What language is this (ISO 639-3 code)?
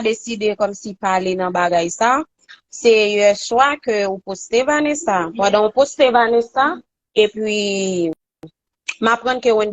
hat